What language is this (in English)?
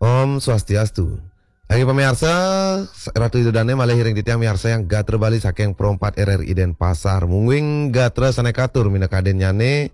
Balinese